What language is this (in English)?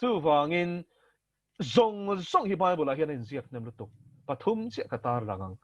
Mizo